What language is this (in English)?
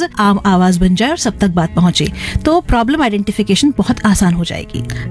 Hindi